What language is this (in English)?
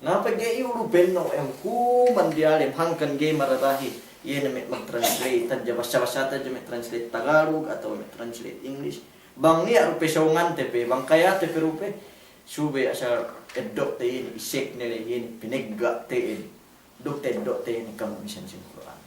Yakan